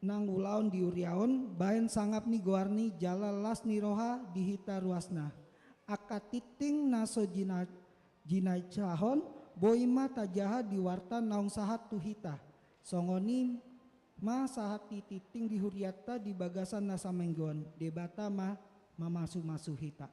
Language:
Batak Toba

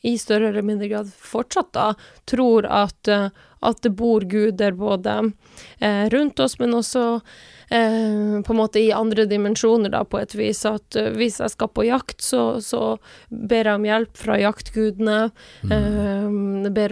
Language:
Norwegian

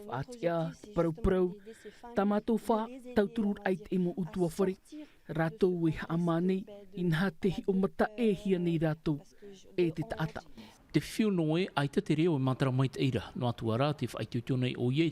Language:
Tahitian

